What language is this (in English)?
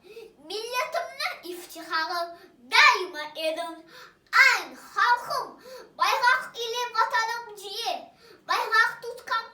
Crimean Tatar